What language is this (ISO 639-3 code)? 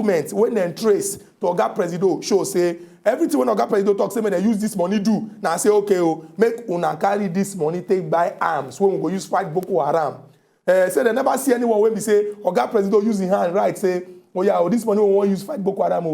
pcm